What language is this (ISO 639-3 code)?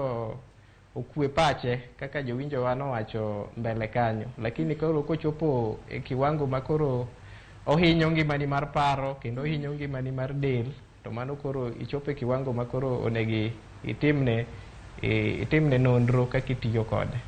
luo